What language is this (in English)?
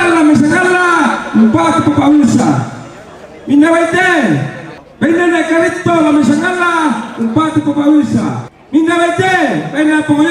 Toraja-Sa'dan